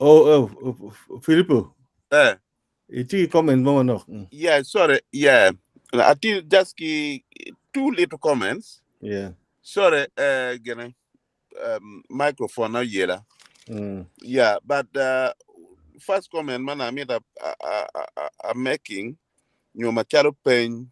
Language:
Acoli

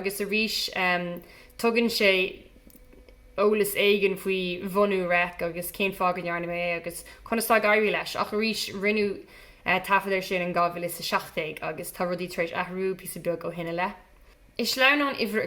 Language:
Irish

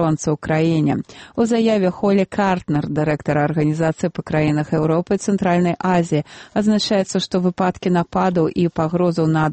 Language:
Belarusian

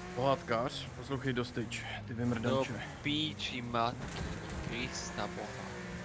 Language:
Slovak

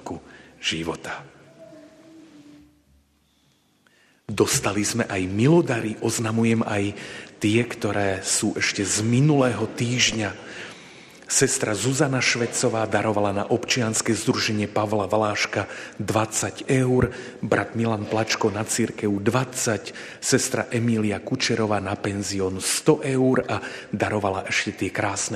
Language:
Slovak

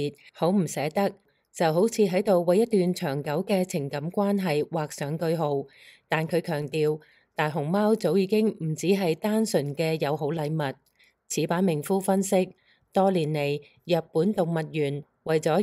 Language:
Cantonese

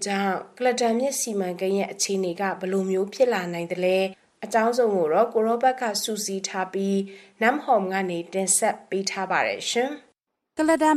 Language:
Burmese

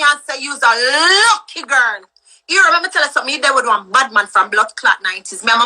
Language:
Jamaican Creole English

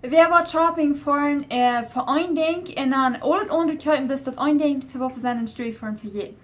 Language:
Plautdietsch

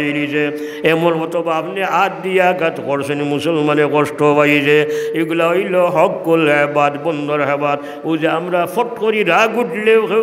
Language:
Sylheti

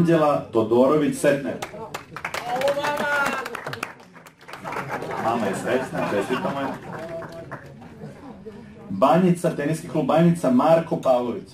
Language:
Serbian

